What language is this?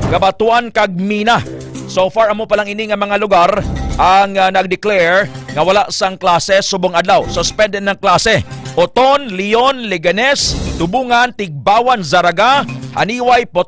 Hiligaynon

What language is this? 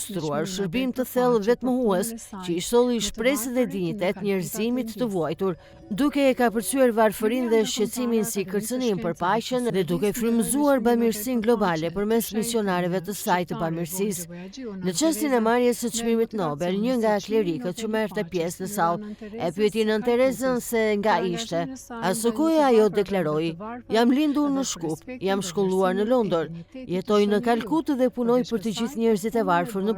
Albanian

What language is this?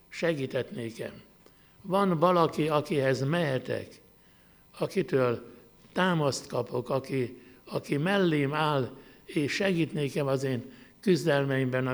Hungarian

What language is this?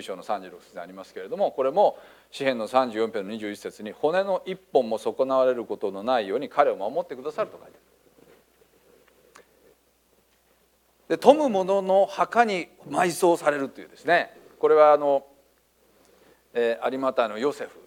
Japanese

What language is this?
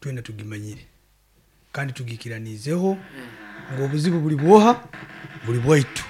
Nyoro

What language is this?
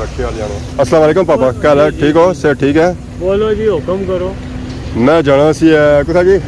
Pahari-Potwari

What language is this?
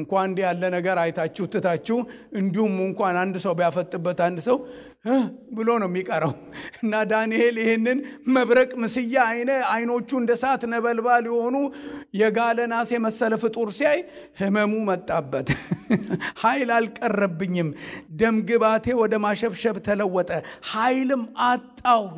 Amharic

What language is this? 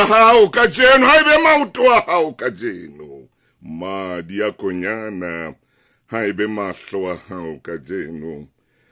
Southern Sotho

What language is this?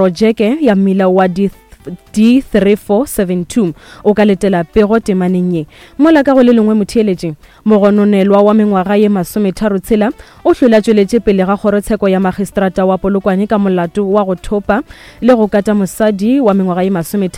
Northern Sotho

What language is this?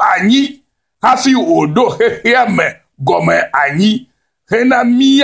Ewe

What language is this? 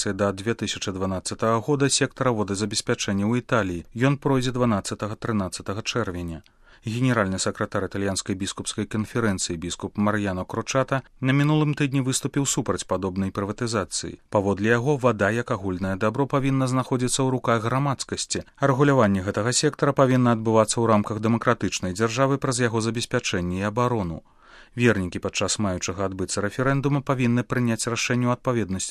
Belarusian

